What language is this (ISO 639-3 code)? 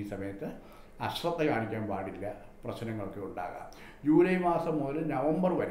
mal